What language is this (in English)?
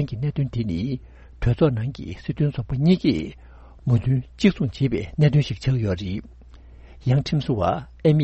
Tibetan